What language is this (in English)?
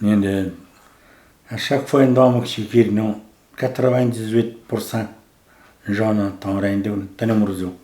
Atikamekw